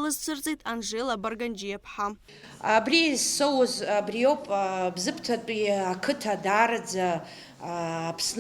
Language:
Abkhazian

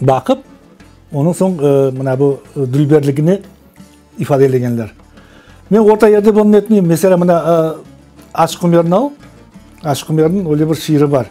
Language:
Crimean Tatar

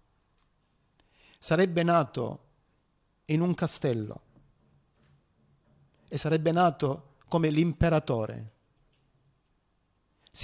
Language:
Italian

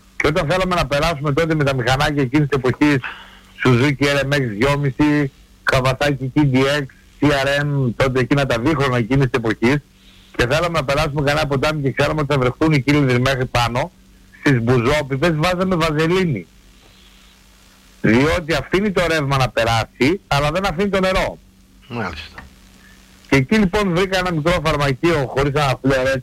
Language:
Greek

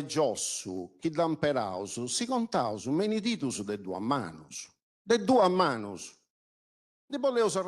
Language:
Sardinian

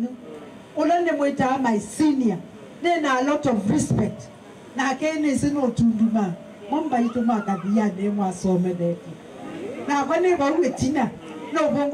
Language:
Kamba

